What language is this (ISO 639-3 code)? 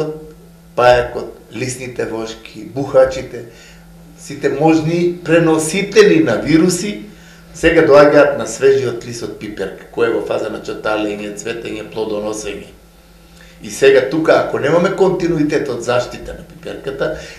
mkd